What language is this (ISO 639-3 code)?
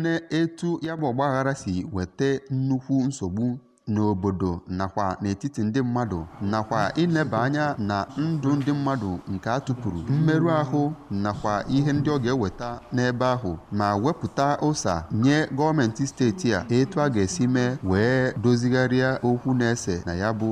ibo